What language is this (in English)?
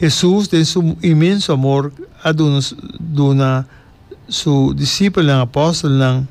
Papiamento